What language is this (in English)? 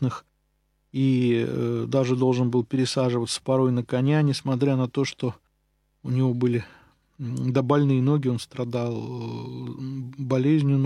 Russian